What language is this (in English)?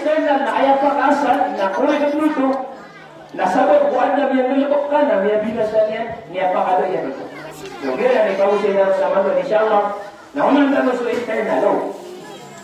Maranao